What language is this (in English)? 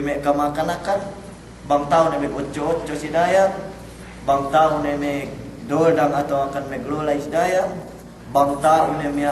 Yakan